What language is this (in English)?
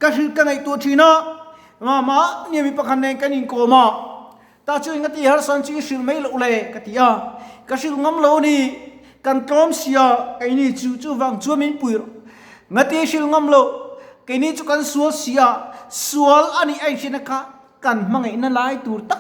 Mizo